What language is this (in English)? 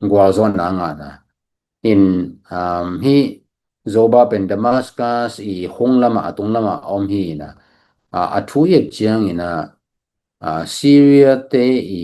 Tedim Chin